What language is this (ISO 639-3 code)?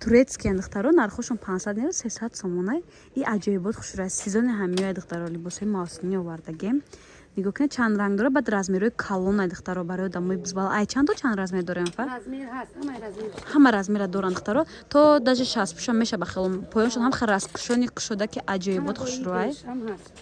tgk